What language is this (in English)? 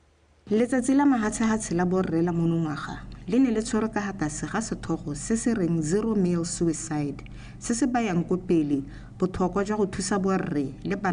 Tswana